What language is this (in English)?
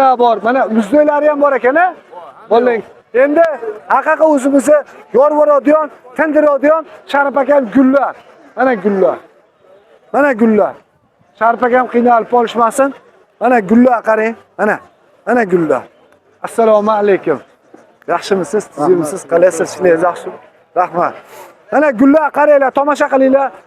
Uzbek